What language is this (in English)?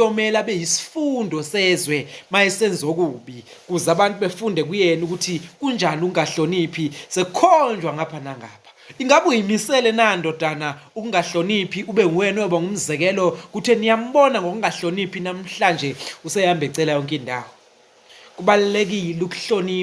Zulu